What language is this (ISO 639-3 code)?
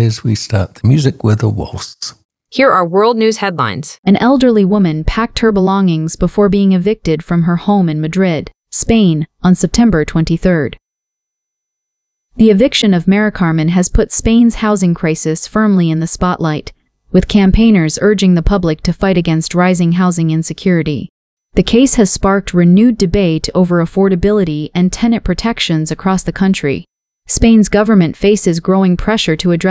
eng